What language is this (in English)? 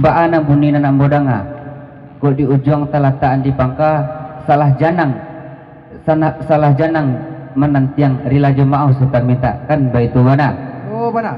Minangkabau